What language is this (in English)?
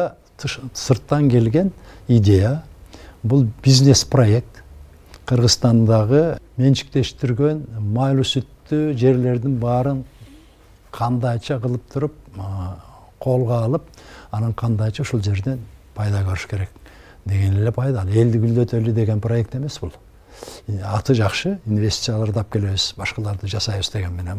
Kyrgyz